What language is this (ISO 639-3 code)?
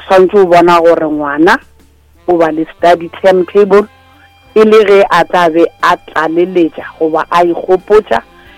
nso